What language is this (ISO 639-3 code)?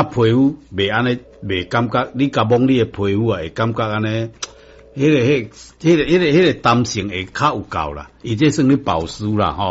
nan